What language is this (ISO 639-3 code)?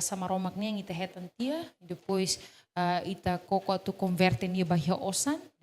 tet